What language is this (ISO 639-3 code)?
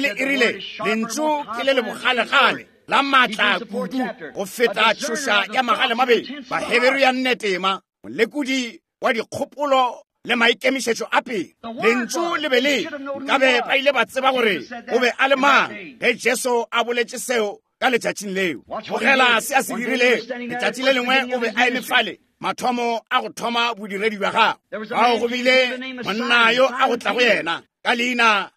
nso